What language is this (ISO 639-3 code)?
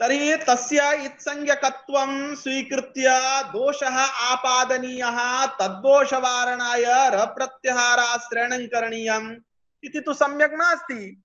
san